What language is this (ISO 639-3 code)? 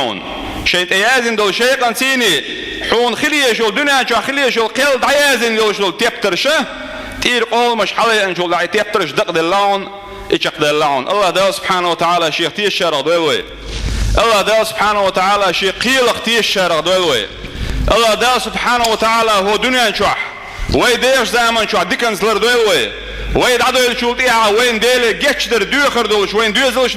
che